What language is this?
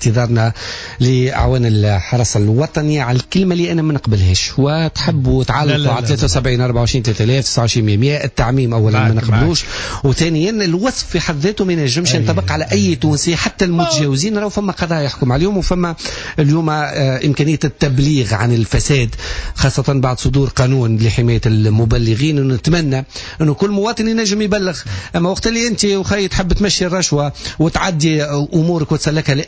Tunisian Arabic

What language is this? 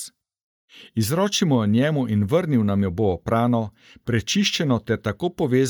Slovenian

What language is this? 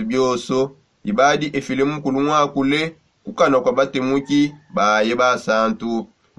Songe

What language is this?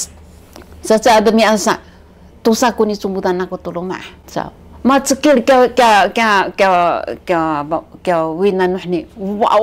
Sakizaya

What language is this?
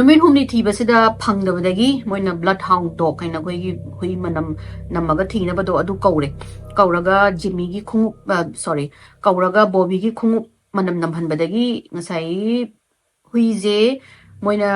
Manipuri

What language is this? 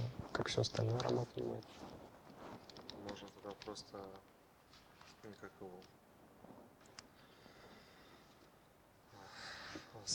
Russian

